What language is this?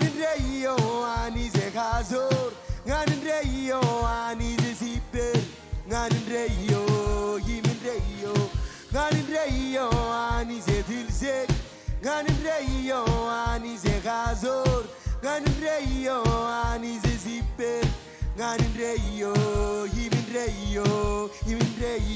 Marshallese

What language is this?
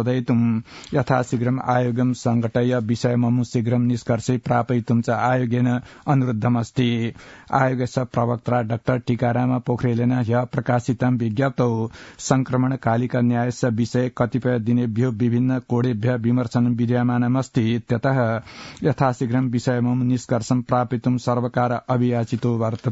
Sanskrit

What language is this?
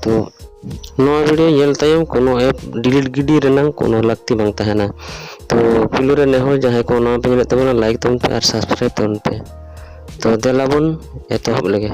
Santali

